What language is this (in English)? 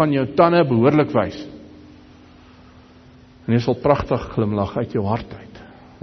Afrikaans